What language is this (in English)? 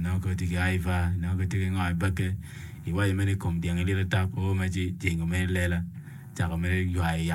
Acoli